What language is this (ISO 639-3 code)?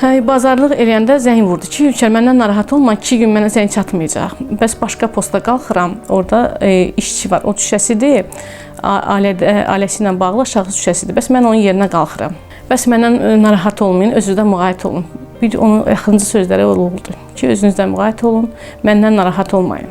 aze